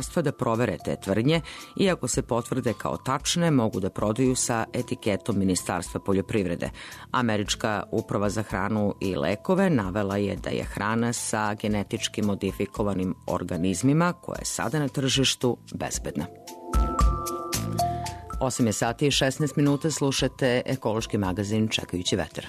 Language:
Serbian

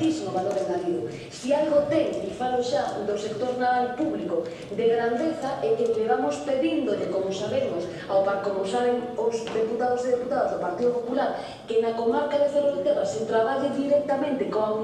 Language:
Galician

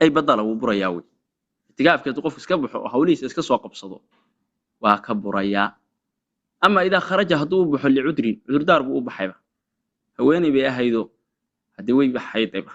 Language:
Somali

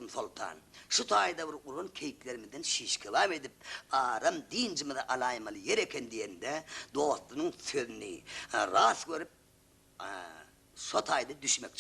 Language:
Turkmen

